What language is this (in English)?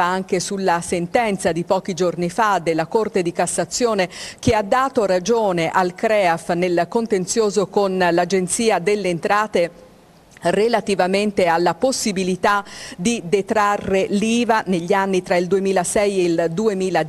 Italian